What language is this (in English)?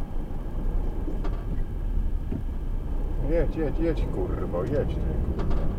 Polish